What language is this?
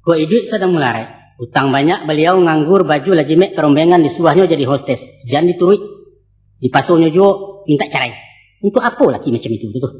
Minangkabau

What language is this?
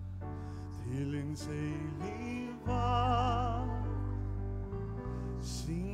Icelandic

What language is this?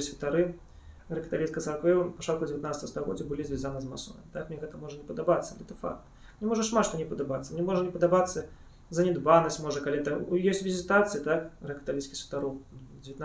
Belarusian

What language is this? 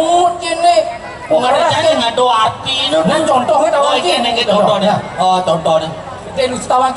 Balinese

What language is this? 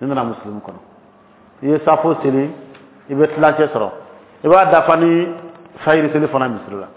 Dyula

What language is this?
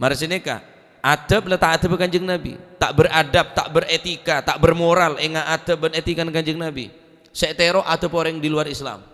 Madurese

